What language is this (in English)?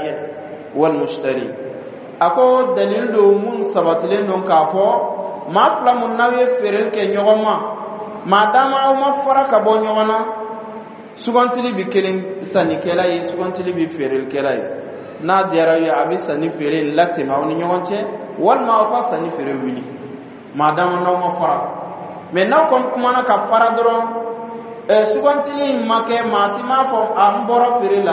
Dyula